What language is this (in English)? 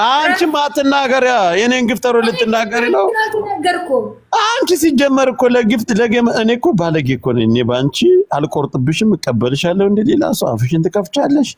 Amharic